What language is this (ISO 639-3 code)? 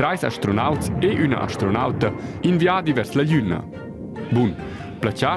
roh